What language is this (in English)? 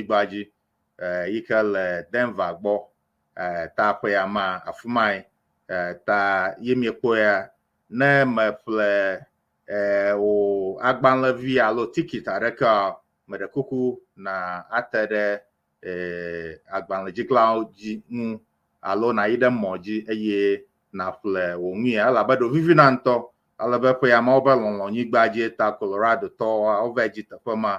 Ewe